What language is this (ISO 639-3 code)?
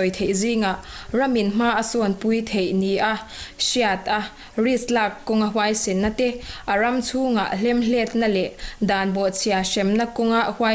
lus